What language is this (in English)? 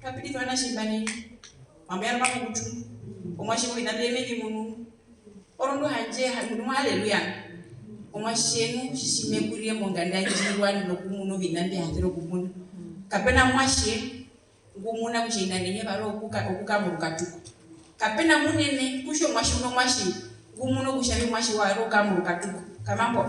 Herero